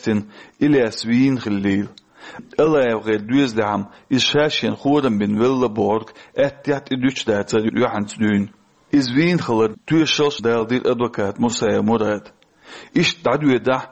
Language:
Chechen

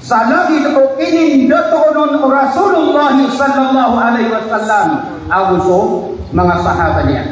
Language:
Maranao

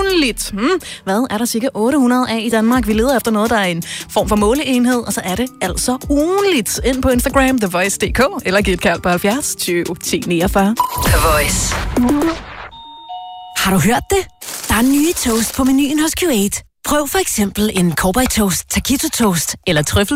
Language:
Danish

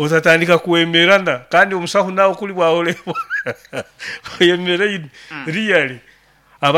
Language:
Nyoro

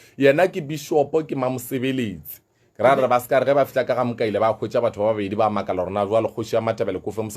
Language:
Northern Sotho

